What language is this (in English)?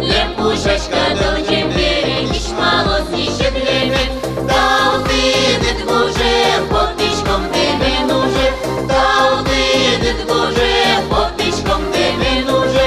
Udmurt